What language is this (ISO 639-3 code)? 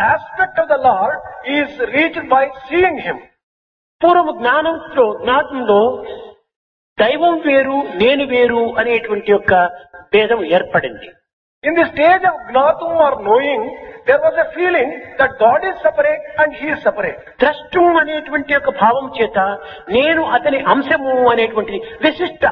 tel